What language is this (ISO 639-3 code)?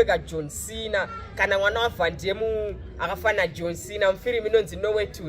sna